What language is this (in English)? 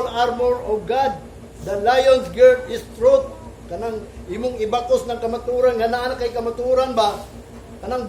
Cebuano